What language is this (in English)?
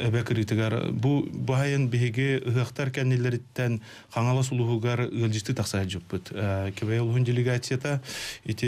Yakut